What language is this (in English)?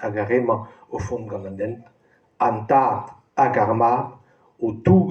Breton